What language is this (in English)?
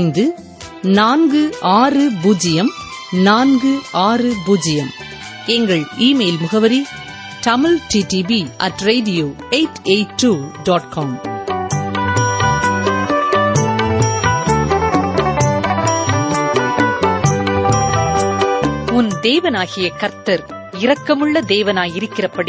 Tamil